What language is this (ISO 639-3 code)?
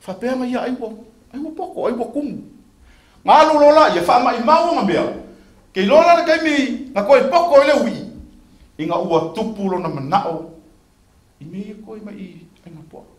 smo